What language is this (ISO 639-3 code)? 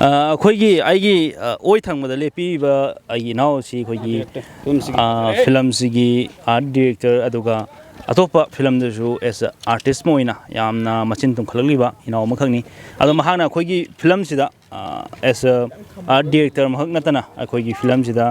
mni